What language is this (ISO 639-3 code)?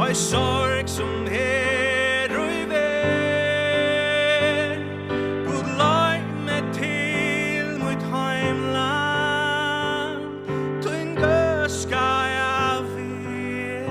fao